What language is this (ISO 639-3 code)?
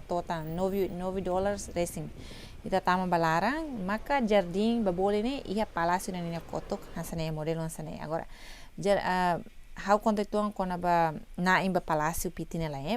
tet